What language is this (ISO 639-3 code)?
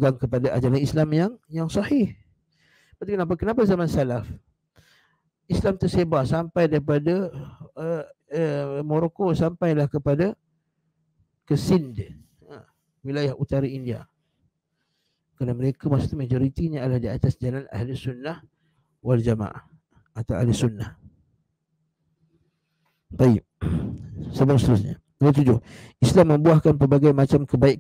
msa